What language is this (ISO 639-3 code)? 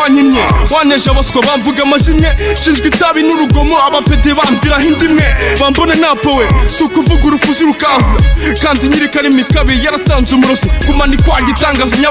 kin